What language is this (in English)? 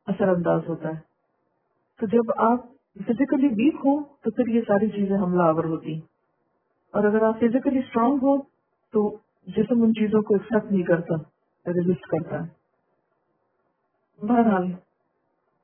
Urdu